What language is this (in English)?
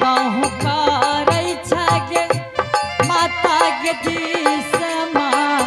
Angika